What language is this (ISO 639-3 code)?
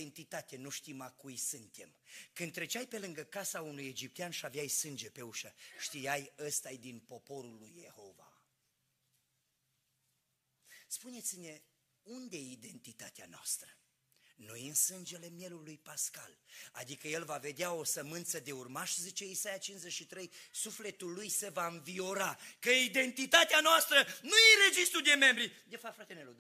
ron